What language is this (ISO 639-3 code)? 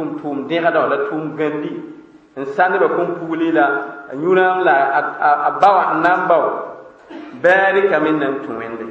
mos